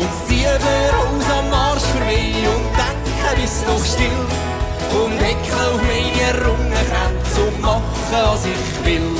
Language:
Swiss German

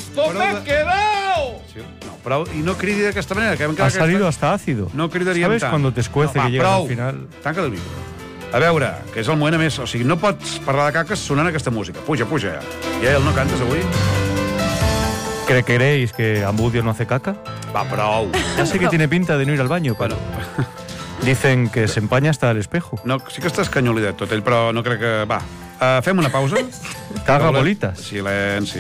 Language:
Catalan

